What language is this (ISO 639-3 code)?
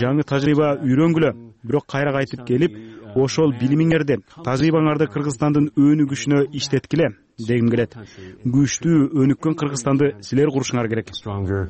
kir